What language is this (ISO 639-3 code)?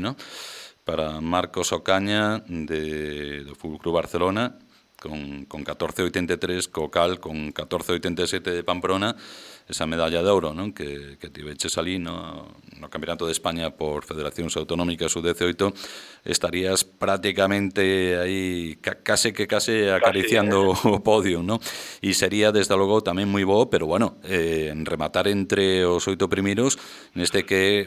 glg